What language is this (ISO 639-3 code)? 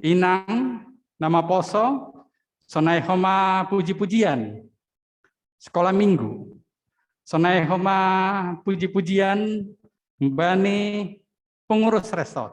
bts